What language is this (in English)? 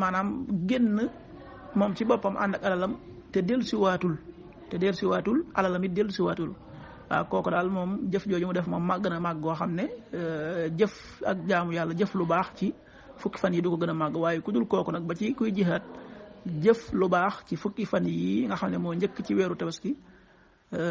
Wolof